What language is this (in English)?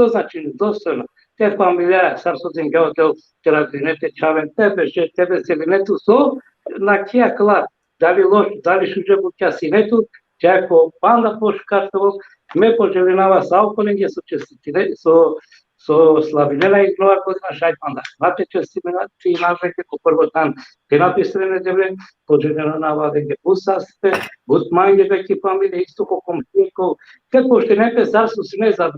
Balkan Romani